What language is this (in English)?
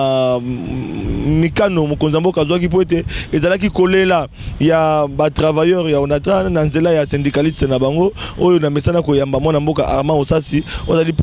Lingala